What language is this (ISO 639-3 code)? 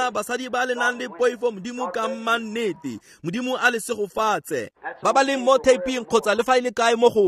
tsn